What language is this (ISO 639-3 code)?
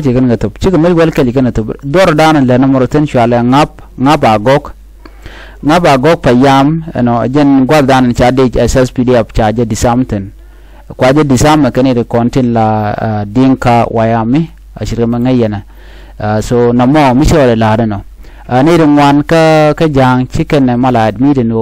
nus